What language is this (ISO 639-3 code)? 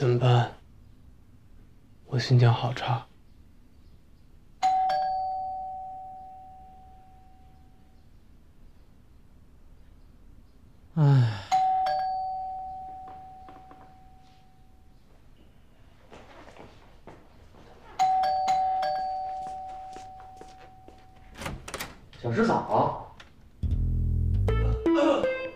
zho